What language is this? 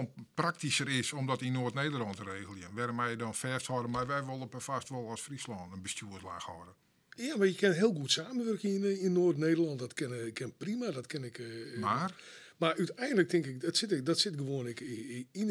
Western Frisian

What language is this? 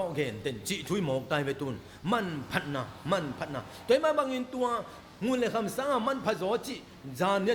Tedim Chin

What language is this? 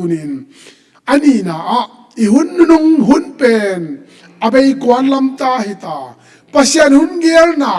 Tedim Chin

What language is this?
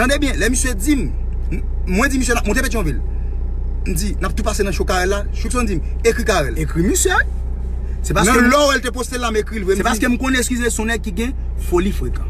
Haitian Creole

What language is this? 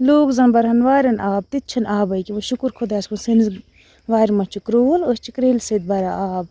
Kashmiri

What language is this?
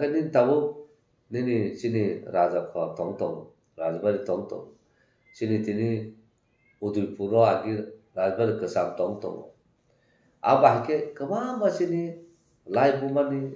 Kok Borok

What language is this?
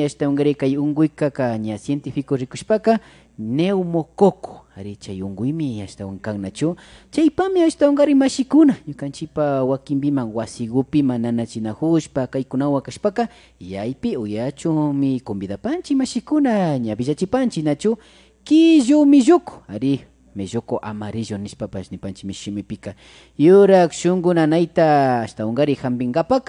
Imbabura Highland Quichua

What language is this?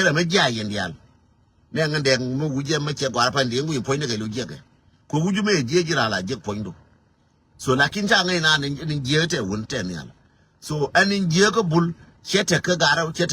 Nuer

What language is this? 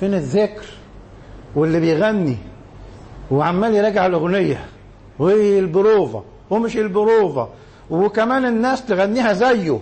Egyptian Arabic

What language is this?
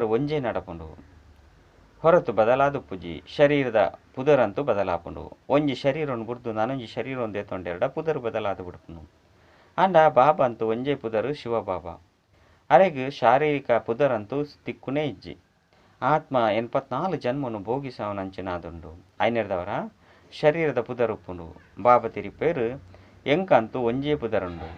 Tulu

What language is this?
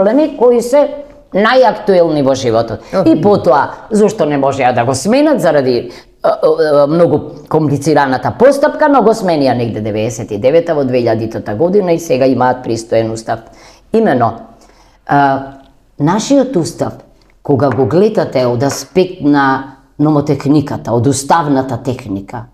Macedonian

